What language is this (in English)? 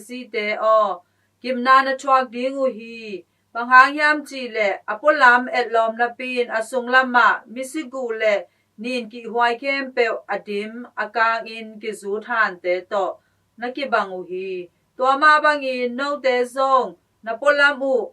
Tedim Chin